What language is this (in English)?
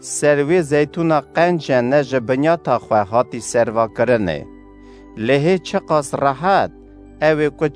Kurdish